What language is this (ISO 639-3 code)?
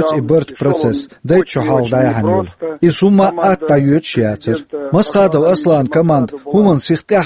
che